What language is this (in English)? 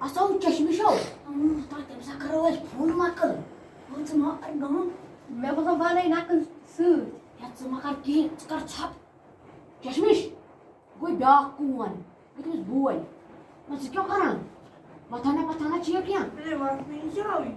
Kashmiri